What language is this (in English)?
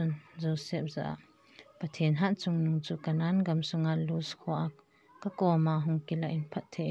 Thado Chin